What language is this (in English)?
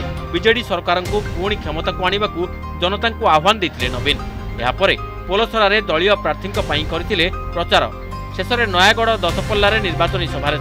Odia